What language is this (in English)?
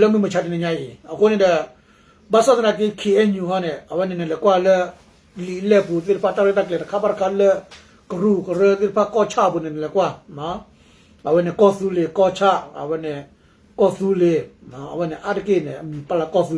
S'gaw Karen